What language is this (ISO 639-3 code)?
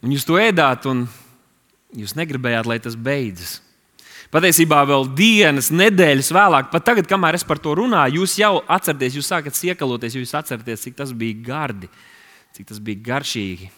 lav